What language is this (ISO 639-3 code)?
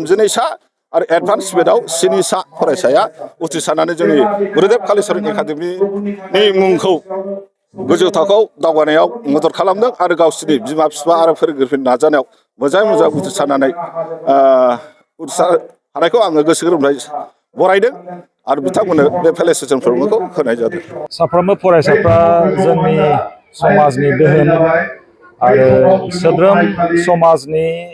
brx